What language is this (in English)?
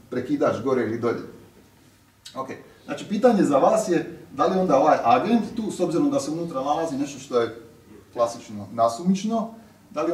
Croatian